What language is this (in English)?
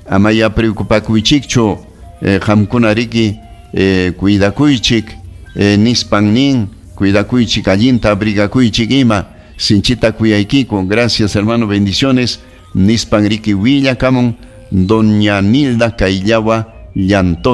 Ayacucho Quechua